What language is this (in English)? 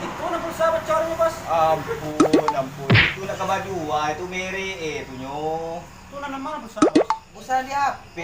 Minangkabau